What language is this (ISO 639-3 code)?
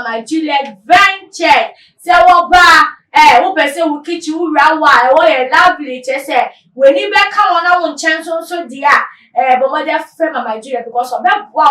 aka